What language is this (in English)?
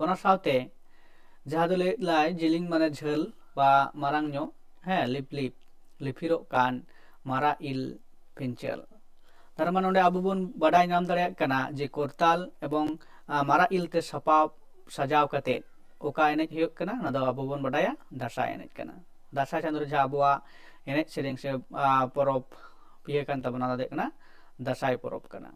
Santali